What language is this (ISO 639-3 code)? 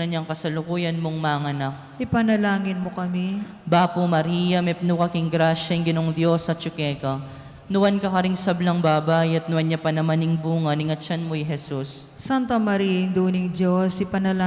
pam